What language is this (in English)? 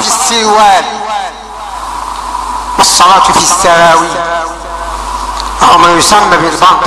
Arabic